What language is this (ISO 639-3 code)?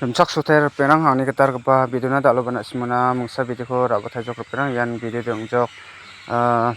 grt